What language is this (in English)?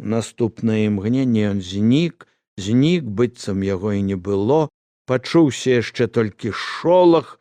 Belarusian